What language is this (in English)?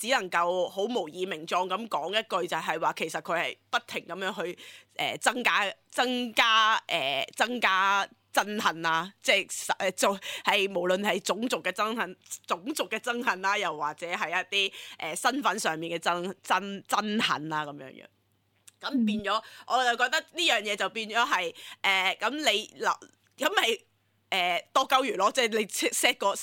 Cantonese